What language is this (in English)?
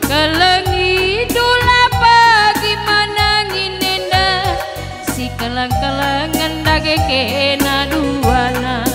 Batak Karo